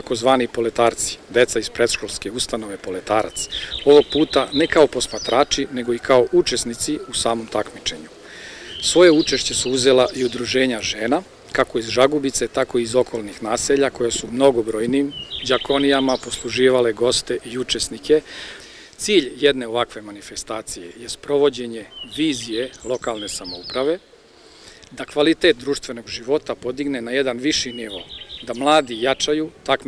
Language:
Serbian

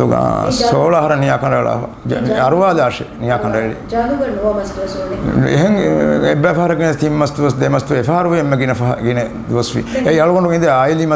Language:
Divehi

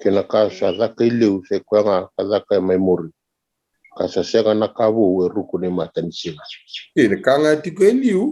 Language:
Fijian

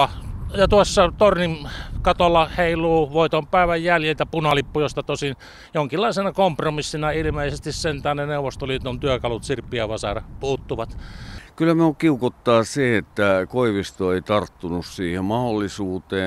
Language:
Finnish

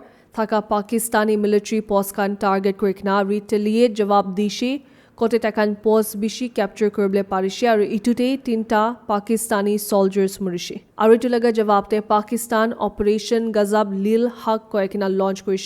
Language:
Naga Pidgin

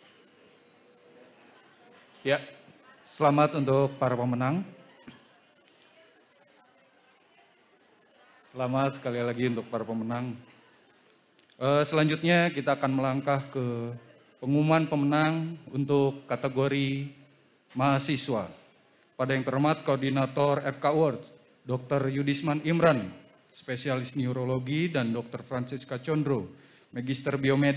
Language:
Indonesian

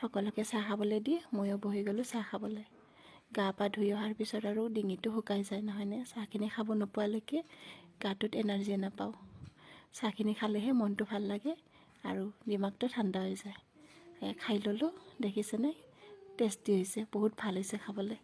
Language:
Assamese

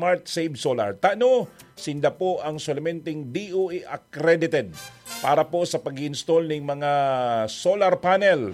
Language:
Bikol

